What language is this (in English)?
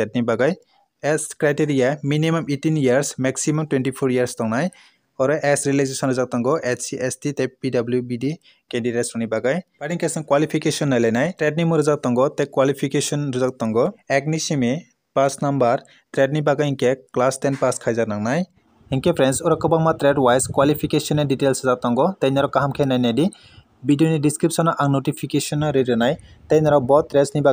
Kok Borok